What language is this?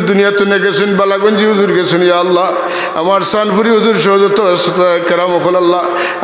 Sylheti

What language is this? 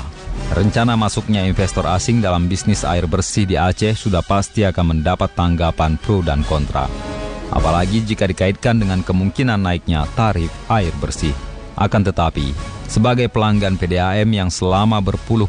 Indonesian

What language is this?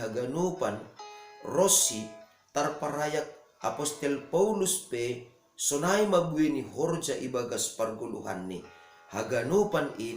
Batak Simalungun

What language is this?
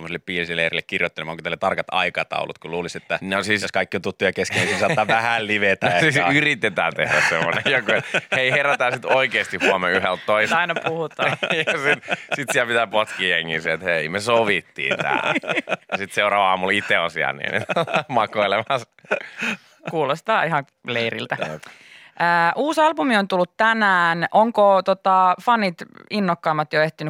Finnish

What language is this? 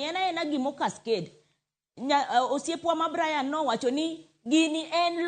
Luo (Kenya and Tanzania)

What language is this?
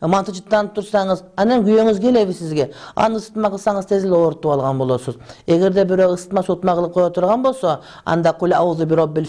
Kyrgyz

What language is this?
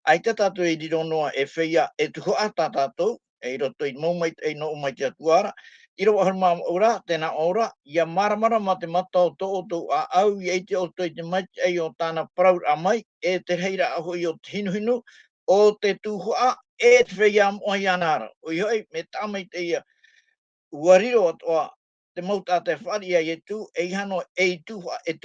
Tahitian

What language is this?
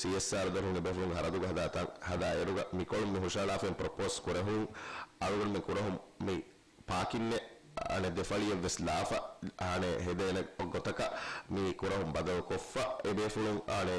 Divehi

